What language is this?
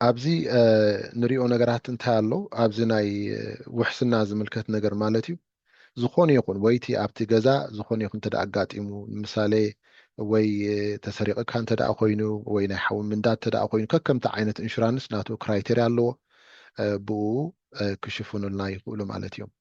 Tigrinya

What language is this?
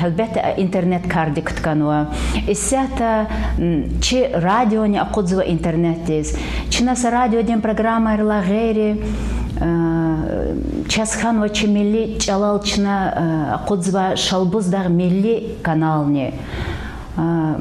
Lezghian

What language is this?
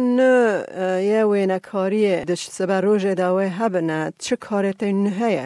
Kurdish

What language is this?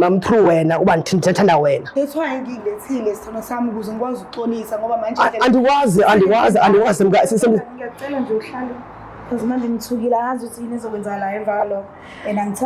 Zulu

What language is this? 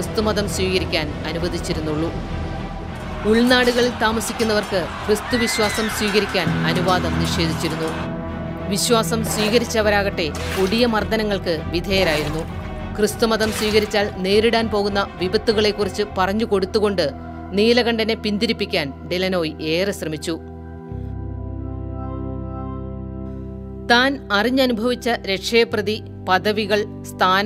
Malayalam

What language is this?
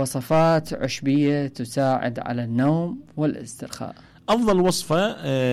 Mesopotamian Arabic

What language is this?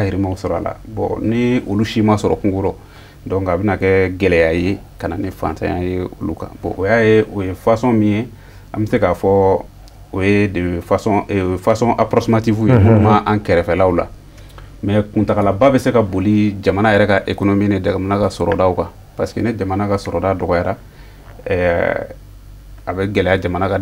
Bambara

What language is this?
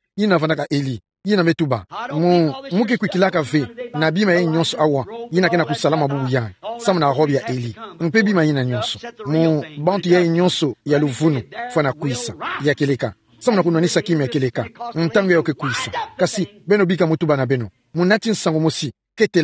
Kituba (Democratic Republic of Congo)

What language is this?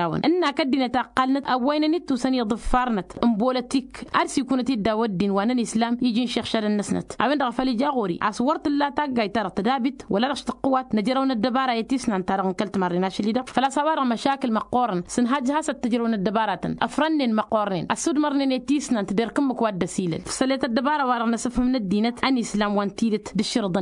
Tamasheq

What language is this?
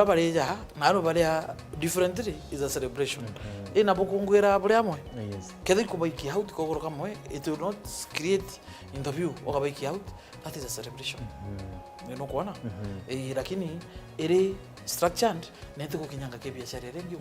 Meru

